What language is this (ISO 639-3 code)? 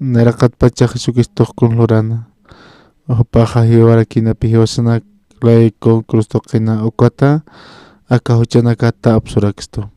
aym